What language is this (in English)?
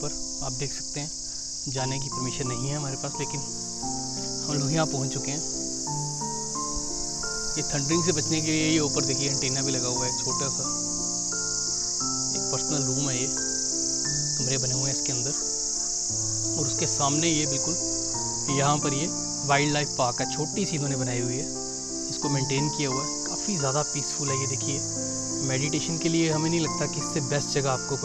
Hindi